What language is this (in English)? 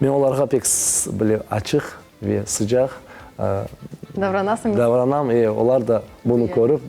Crimean Tatar